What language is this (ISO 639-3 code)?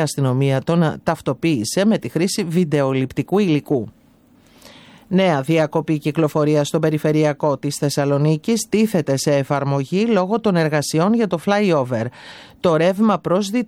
ell